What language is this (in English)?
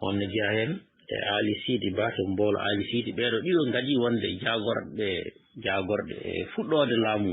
Fula